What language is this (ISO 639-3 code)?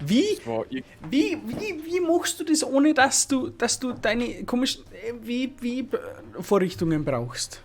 bar